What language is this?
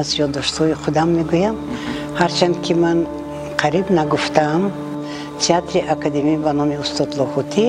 Tajik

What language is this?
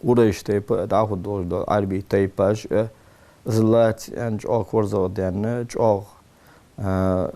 Ingush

